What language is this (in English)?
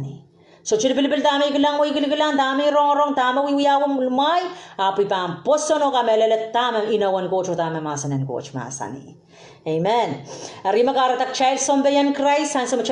Pohnpeian